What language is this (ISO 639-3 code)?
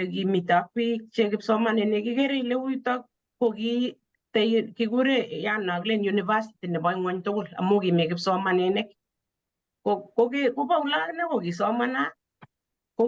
kln